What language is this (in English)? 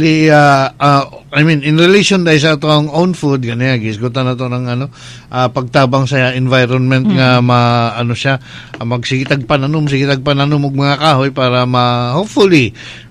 Cebuano